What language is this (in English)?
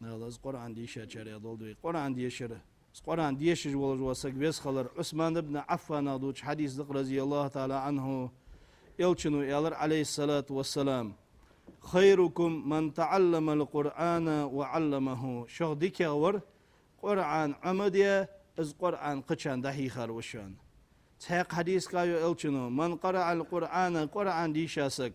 Ingush